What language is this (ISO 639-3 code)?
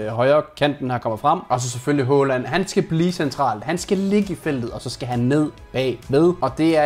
dan